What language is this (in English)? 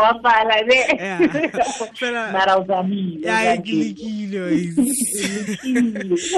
Tswana